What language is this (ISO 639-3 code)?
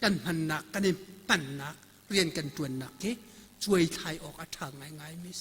cnh